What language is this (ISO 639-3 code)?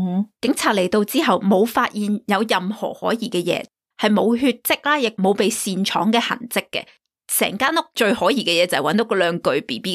yue